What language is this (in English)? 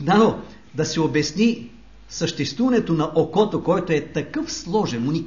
Bulgarian